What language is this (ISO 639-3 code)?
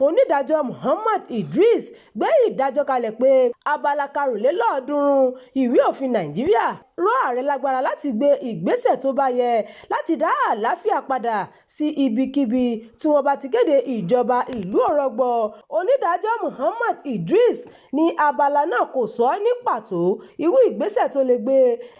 yor